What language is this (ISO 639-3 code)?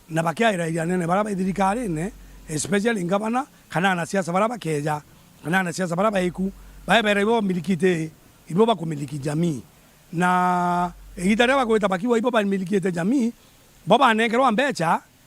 mer